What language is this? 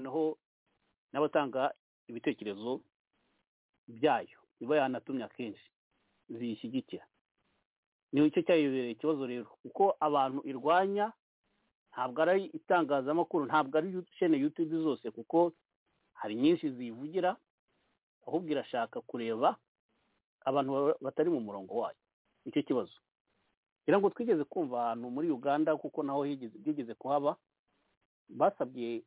Kinyarwanda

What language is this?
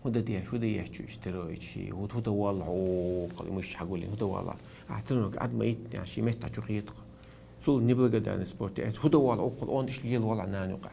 Chechen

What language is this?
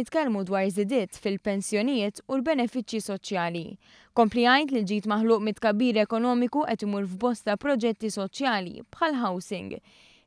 Maltese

